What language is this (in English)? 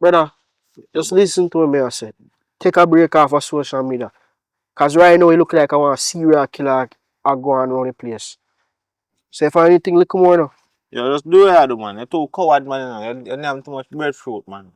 Jamaican Creole English